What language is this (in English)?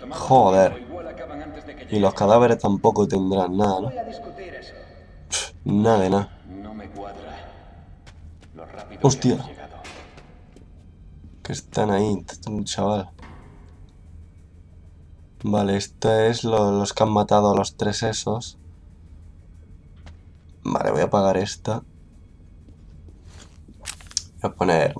Spanish